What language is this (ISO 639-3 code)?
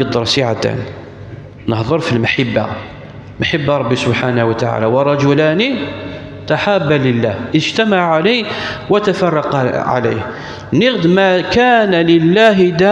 kab